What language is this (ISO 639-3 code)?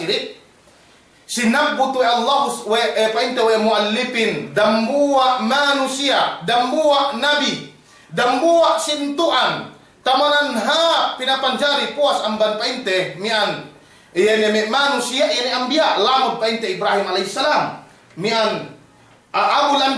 yka